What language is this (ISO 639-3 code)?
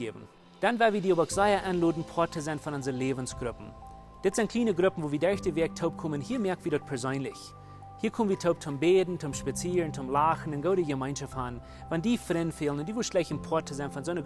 pdt